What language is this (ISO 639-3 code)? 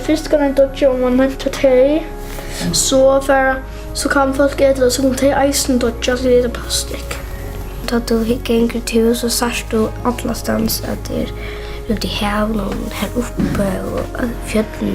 fao